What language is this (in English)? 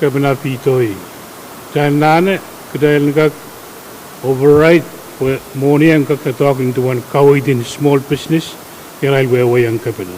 Pohnpeian